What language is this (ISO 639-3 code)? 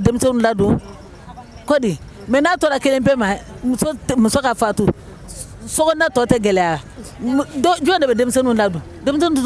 bam